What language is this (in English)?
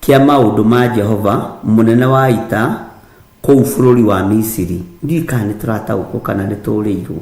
Kikuyu